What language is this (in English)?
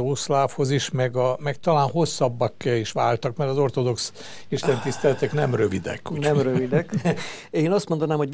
Hungarian